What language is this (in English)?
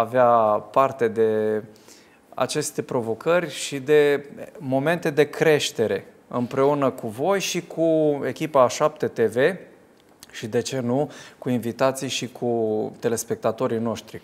Romanian